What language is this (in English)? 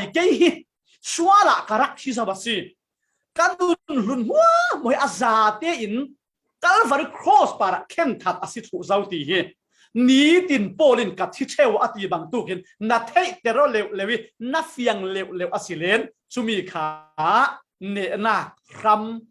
Falam Chin